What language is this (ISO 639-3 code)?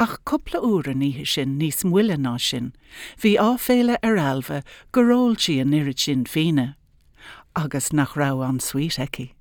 gle